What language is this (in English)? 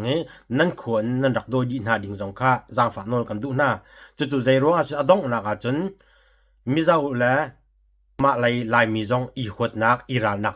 Hakha Chin